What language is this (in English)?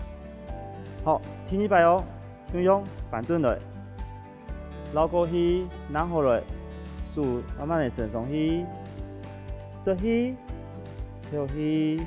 Hakka Chinese